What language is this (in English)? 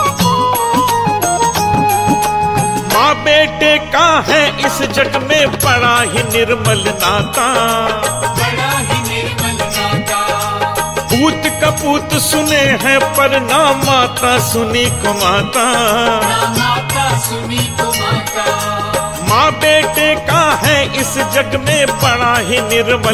Hindi